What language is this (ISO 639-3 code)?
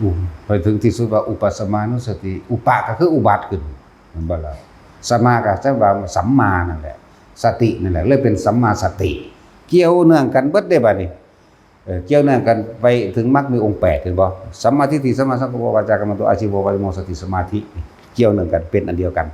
tts